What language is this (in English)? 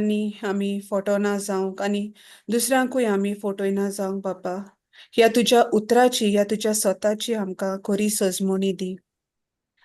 Konkani